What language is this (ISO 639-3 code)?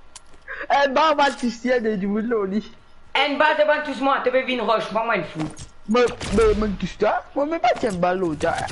mfe